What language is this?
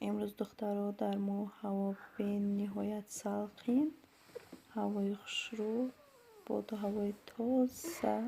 Tajik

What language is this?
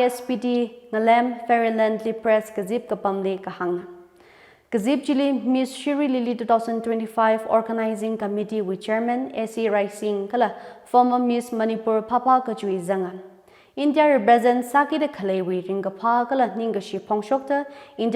Tangkhul Naga (India)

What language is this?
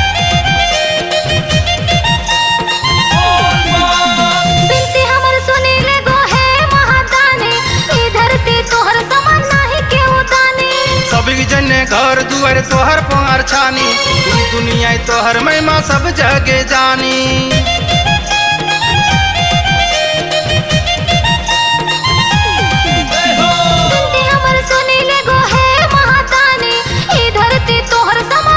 Bhojpuri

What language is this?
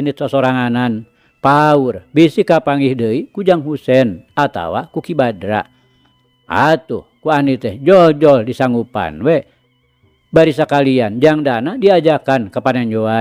Sundanese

